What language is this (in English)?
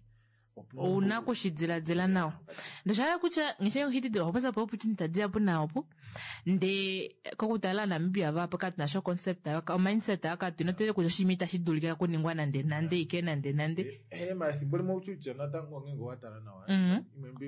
Kuanyama